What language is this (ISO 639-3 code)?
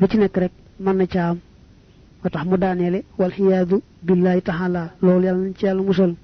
wol